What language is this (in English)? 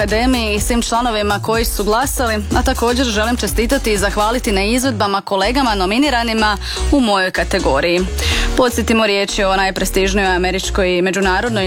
Croatian